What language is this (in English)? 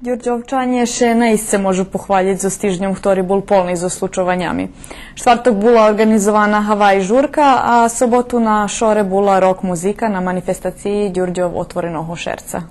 Rusyn